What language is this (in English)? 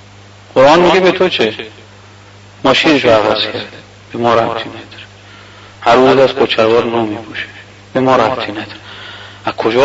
Persian